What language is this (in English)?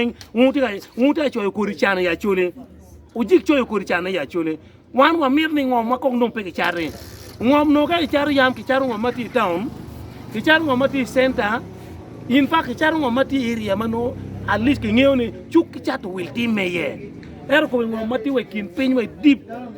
Acoli